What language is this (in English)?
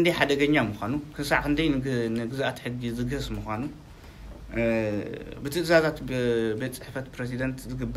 Tigrinya